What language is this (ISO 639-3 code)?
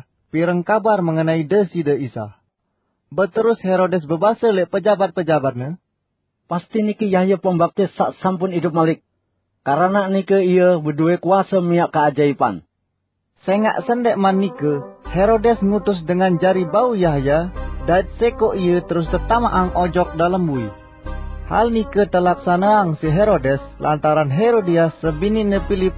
sas